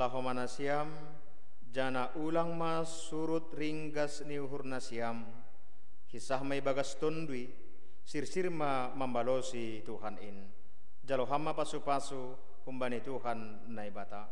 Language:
Batak Simalungun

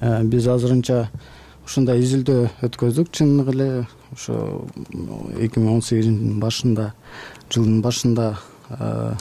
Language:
Kyrgyz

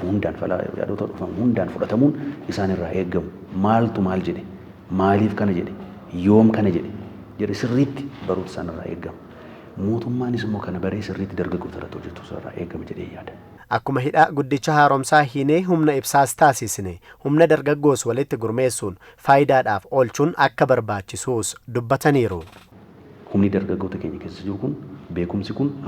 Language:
Oromo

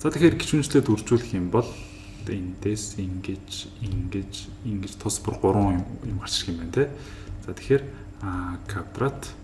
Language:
Mongolian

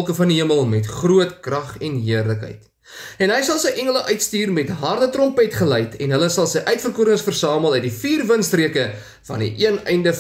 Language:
Afrikaans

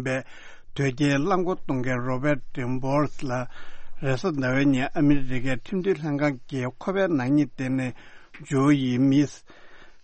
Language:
Tibetan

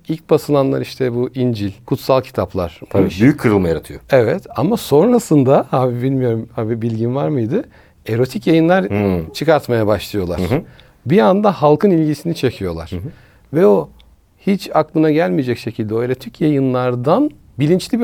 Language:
Turkish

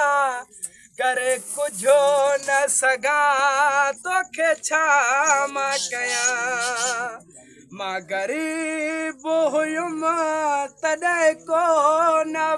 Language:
Sindhi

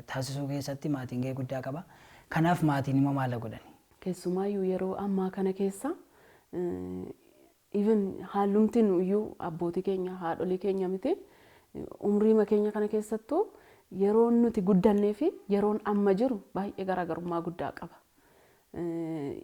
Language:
Oromo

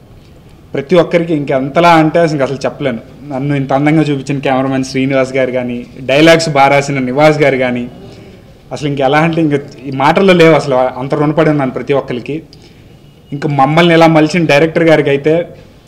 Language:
Telugu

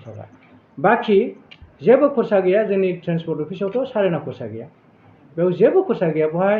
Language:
Bodo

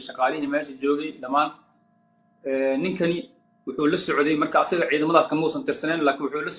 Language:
Somali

